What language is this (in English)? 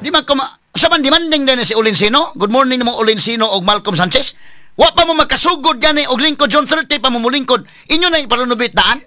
Cebuano